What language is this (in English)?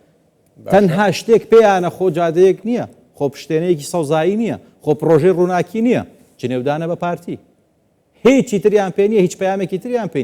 Central Kurdish